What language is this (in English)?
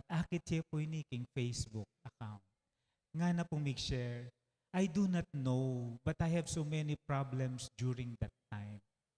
Pampanga